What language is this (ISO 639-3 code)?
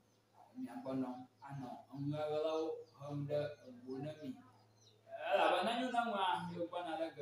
ewe